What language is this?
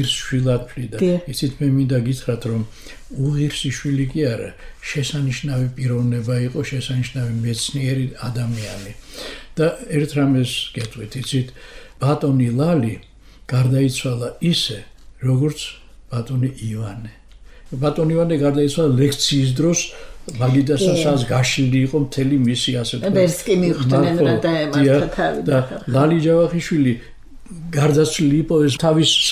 Georgian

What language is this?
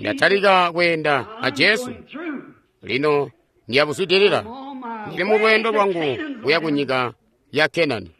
Tonga (Zambia)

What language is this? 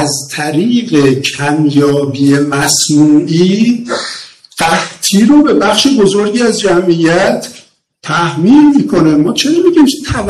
Persian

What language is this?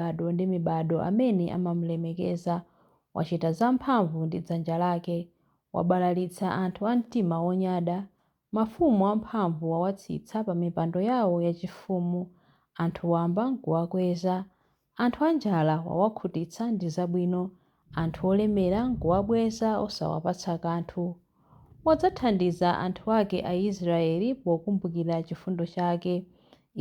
Nyanja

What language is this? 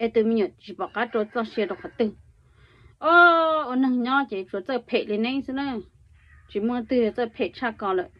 Hmong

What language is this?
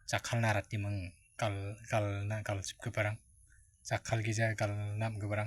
Garo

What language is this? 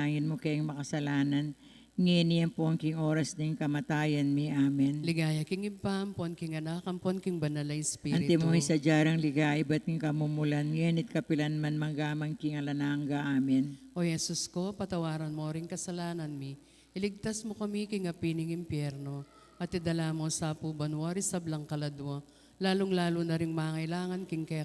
Pampanga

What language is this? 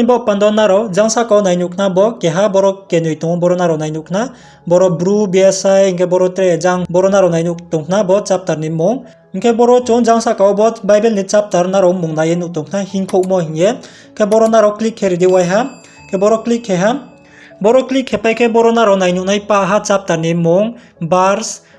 Riang (India)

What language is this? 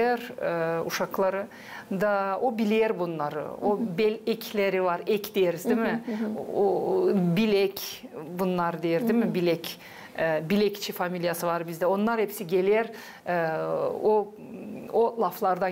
Gagauz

